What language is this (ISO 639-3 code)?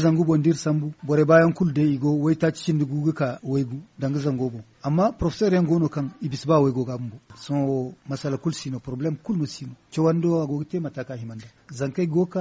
dje